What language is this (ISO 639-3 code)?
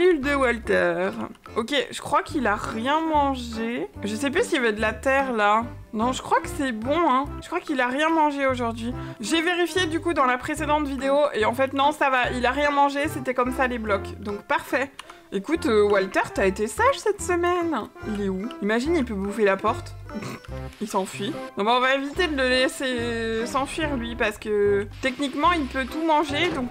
fra